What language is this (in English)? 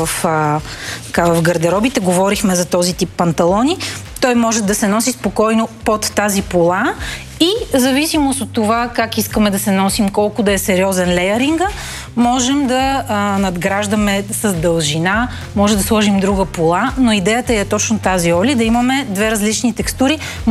Bulgarian